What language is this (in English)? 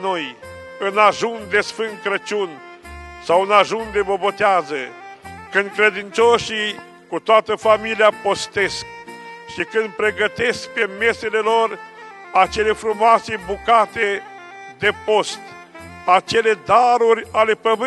Romanian